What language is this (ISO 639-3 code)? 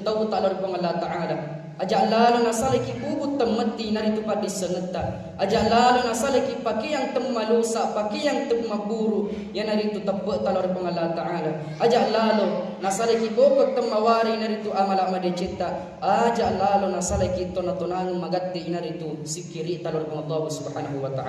bug